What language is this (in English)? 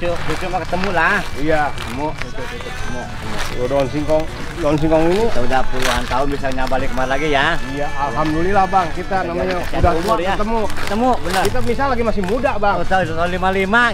Betawi